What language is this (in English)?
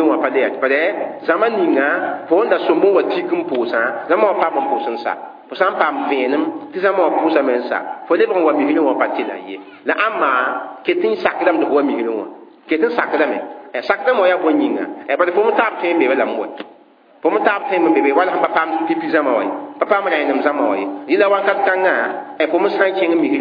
Mossi